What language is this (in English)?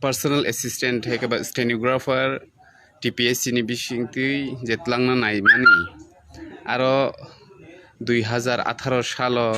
Kok Borok